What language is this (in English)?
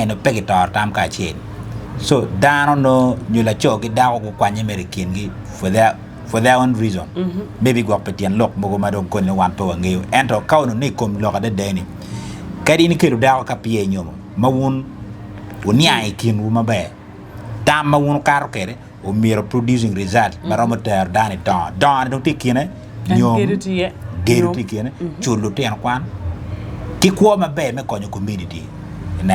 Acoli